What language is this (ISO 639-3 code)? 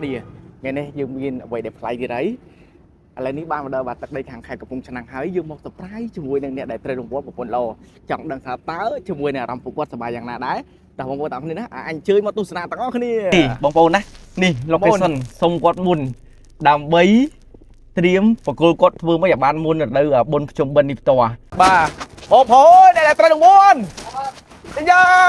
khm